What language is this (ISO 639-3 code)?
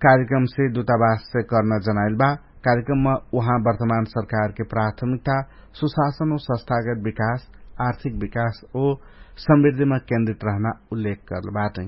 thl